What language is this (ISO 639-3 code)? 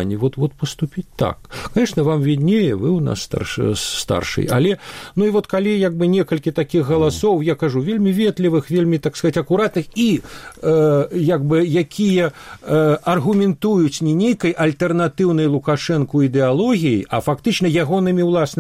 bel